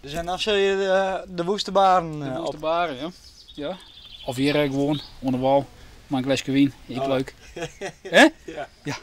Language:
Western Frisian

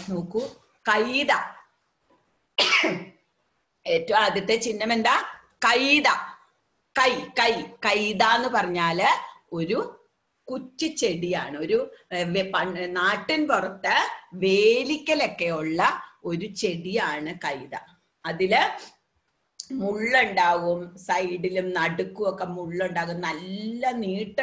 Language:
Malayalam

